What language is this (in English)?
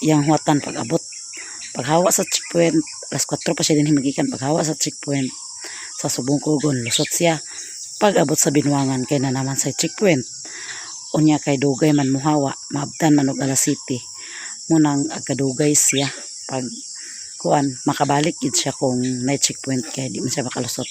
Cebuano